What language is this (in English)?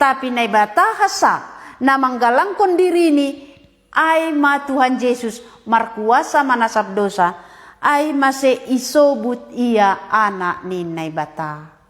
Batak Simalungun